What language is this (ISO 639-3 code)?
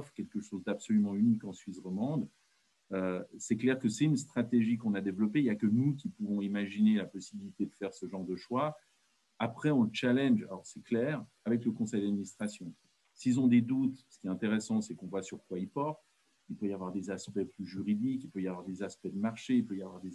fra